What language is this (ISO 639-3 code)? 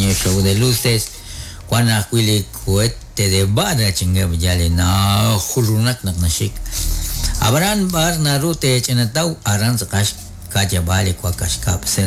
kek